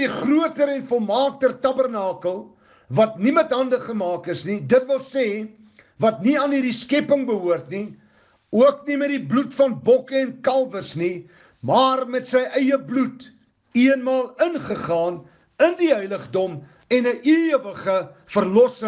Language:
Afrikaans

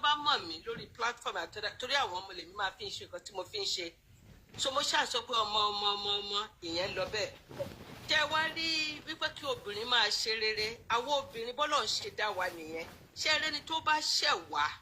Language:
Yoruba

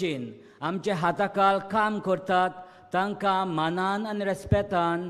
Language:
Konkani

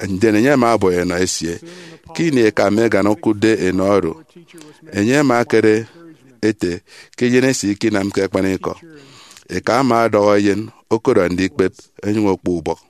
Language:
Efik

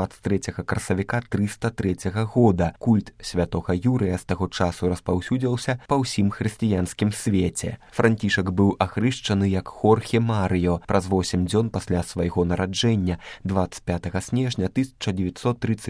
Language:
Belarusian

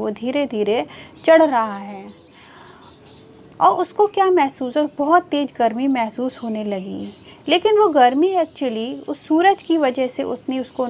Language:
Hindi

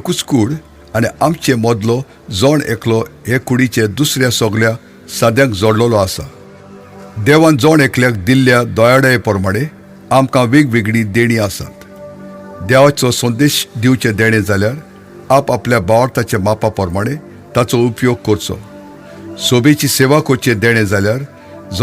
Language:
Konkani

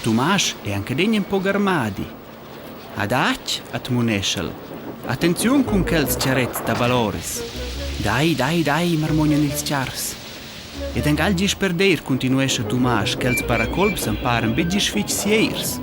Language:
Romansh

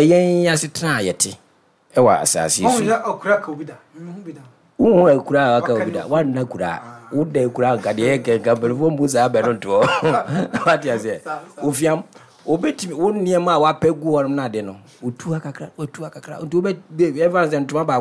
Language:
Akan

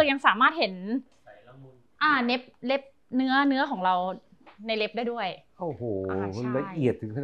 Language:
Thai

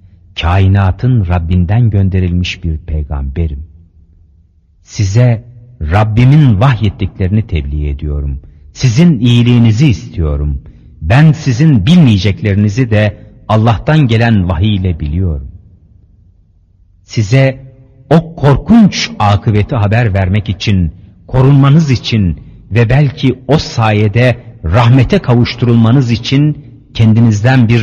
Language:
Turkish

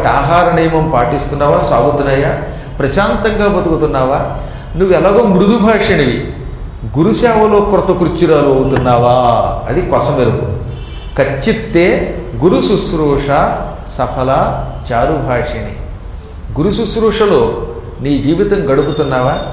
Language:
Telugu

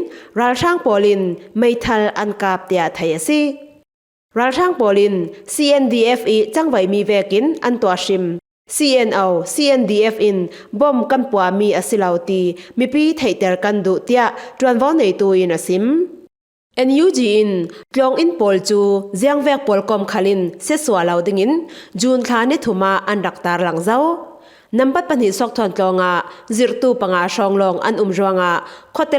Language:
Falam Chin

